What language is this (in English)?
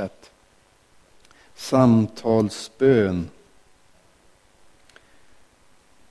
Swedish